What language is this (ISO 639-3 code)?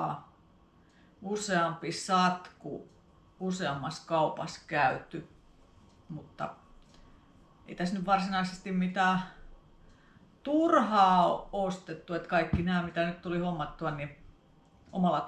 fin